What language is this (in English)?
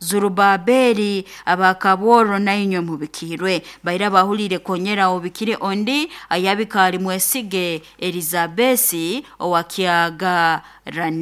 Nyoro